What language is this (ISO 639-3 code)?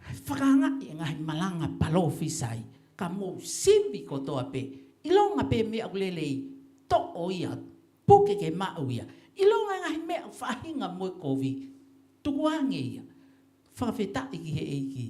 ton